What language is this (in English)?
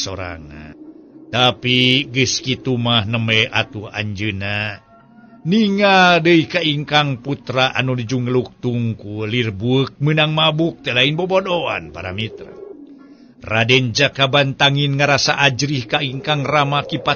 Sundanese